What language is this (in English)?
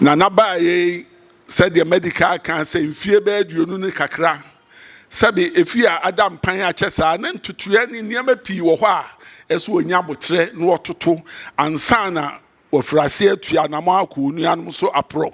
Akan